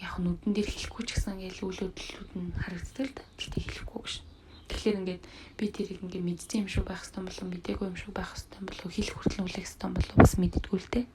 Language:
Mongolian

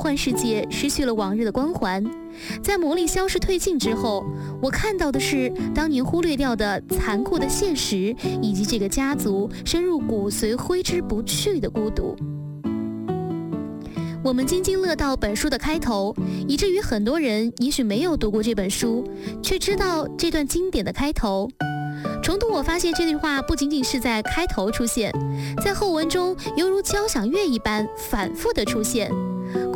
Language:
Chinese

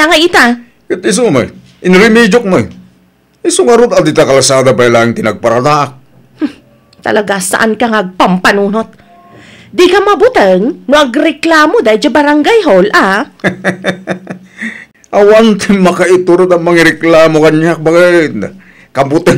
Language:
Iloko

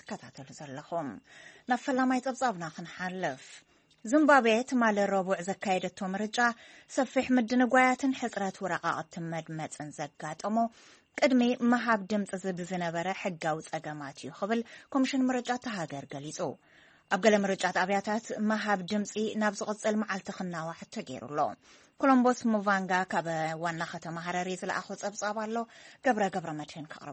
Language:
Tigrinya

